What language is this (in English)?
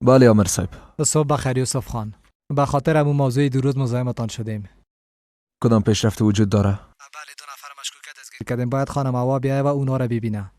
Persian